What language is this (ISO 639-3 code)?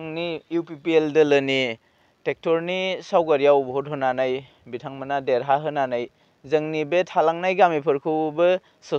brx